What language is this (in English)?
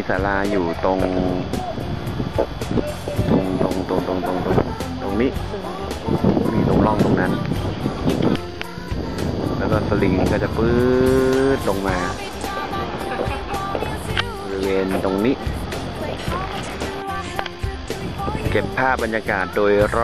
Thai